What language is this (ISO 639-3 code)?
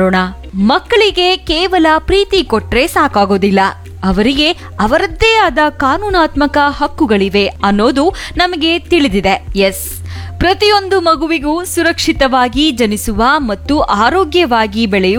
kan